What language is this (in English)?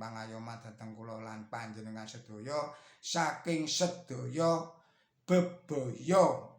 Javanese